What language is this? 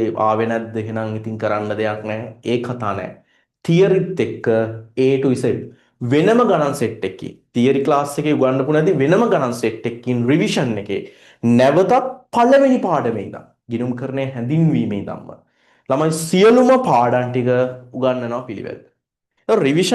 Sinhala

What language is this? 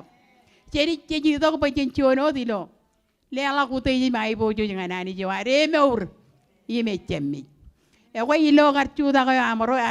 Marshallese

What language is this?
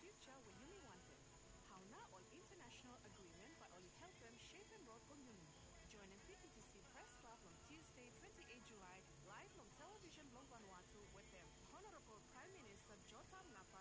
Bislama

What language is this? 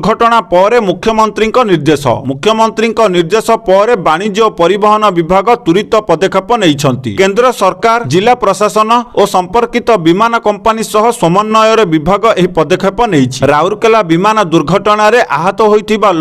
Odia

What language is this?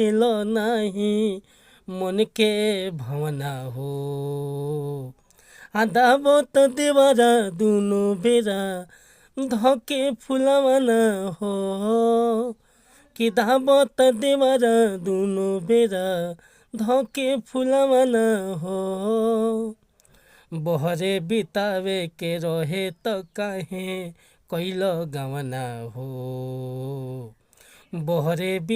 Bhojpuri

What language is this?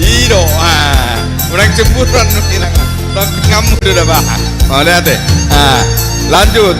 Batak Toba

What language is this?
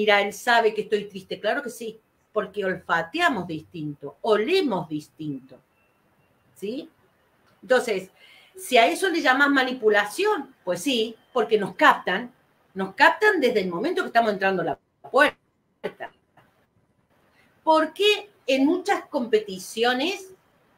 Spanish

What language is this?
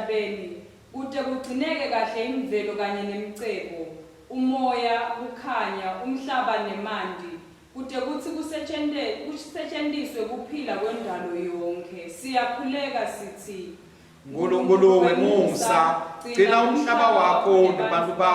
Swati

